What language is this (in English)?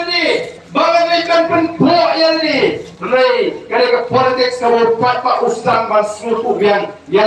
Khasi